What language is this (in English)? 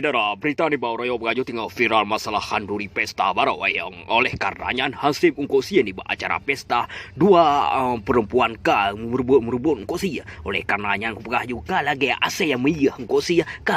Achinese